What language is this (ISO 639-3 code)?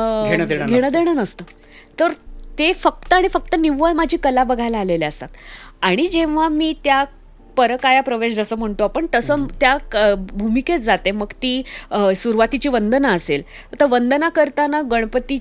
mar